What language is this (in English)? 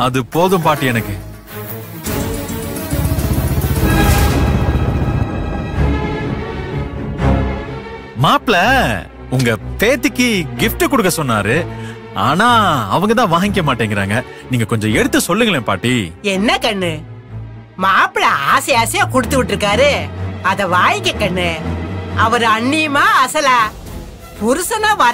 Tamil